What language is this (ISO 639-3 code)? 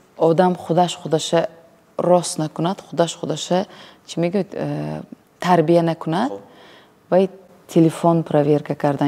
tgk